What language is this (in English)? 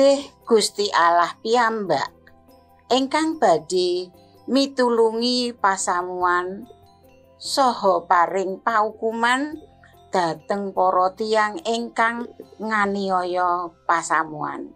Javanese